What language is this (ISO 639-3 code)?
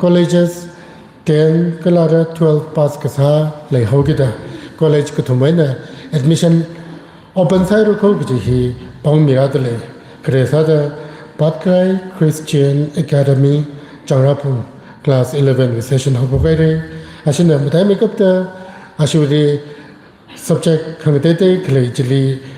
nmf